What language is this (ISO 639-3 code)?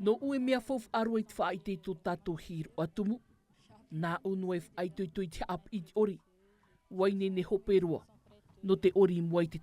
tah